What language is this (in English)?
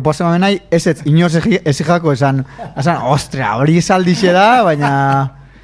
Basque